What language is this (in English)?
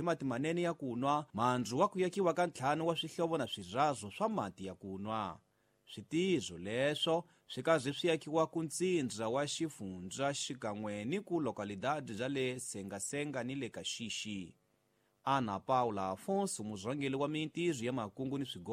Tsonga